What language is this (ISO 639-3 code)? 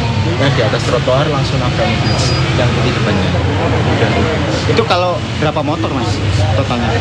ind